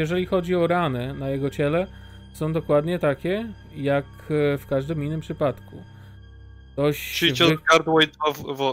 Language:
Polish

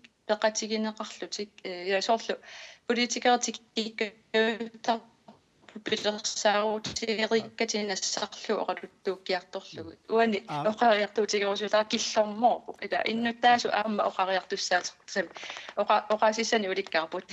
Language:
Kalaallisut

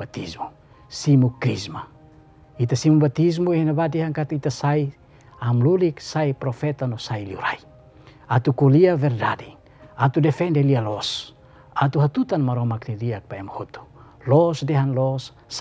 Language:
Tetum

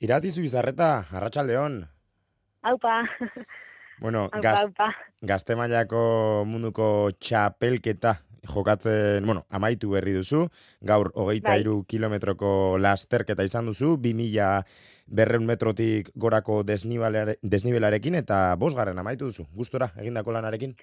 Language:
Basque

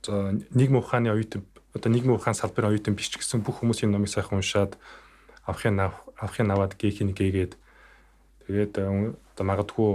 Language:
Mongolian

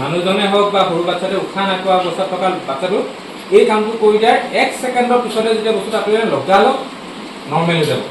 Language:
Assamese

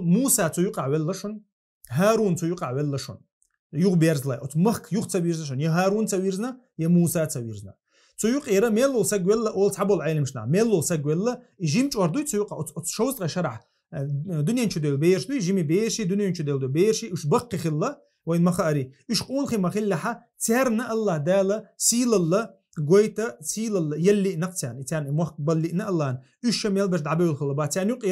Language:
Chechen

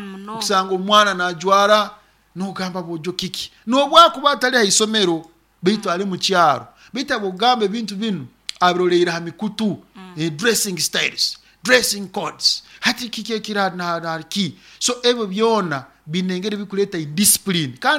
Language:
Nyoro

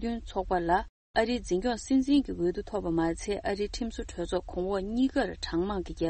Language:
Tibetan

